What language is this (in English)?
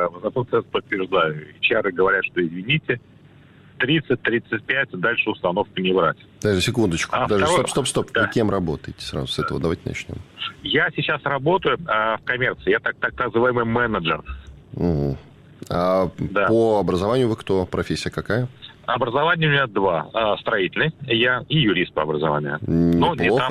Russian